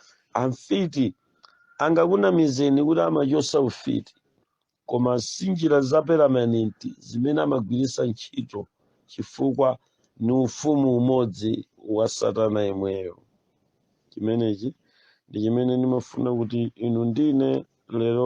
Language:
Nyanja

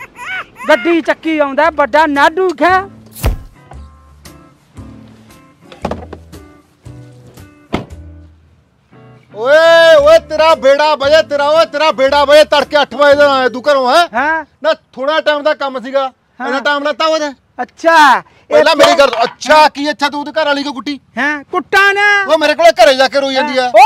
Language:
Punjabi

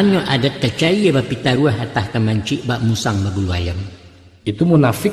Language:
Minangkabau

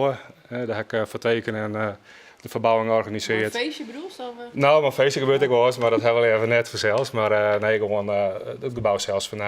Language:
Western Frisian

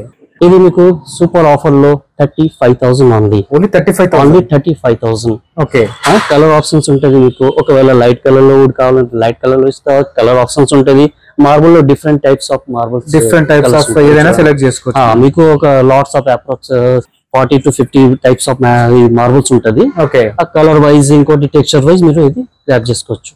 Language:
Telugu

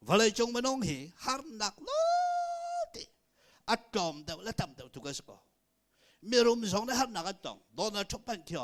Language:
Hakha Chin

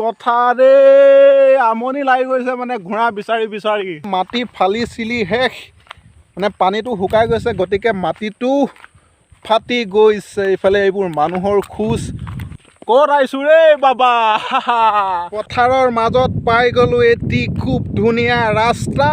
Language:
Assamese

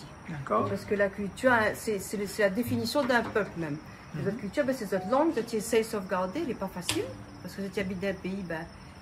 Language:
Réunion Creole French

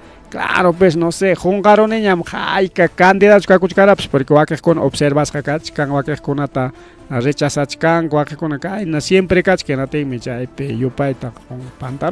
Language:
Ayacucho Quechua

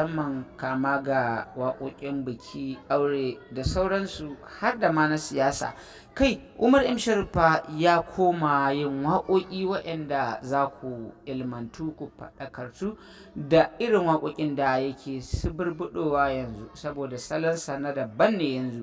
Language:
Hausa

